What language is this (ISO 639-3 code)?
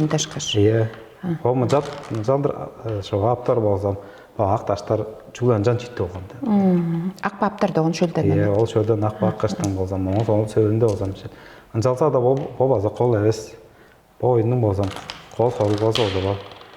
tyv